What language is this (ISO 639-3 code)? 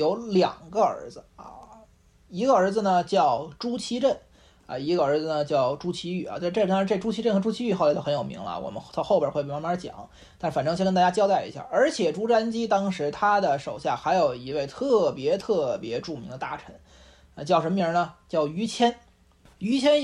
zho